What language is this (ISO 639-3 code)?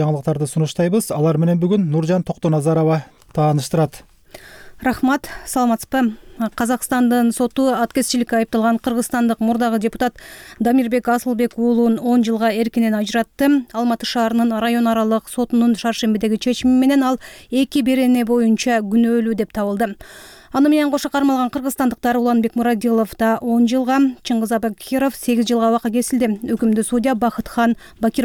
kir